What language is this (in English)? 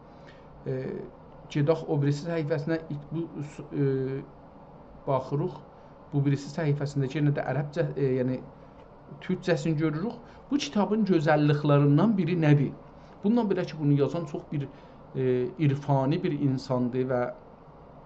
South Azerbaijani